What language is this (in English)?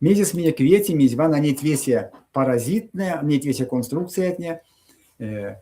Erzya